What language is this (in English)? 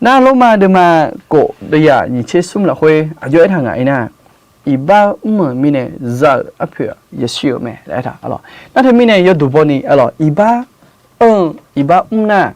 Akha